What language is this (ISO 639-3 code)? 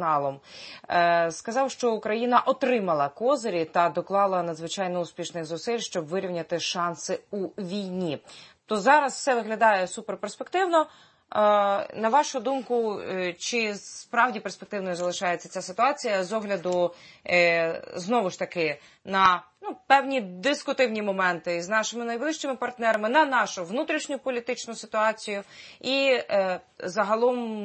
ukr